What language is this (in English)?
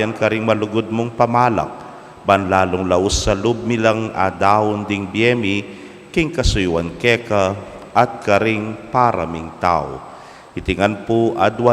Pampanga